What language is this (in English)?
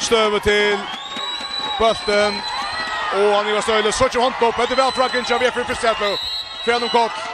Faroese